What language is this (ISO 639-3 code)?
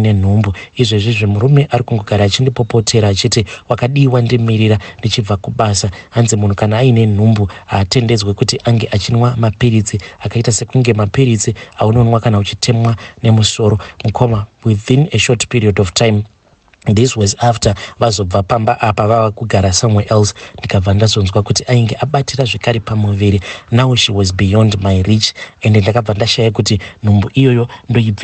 sna